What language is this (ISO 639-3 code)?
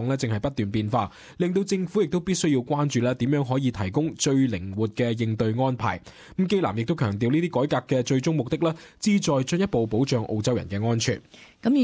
yue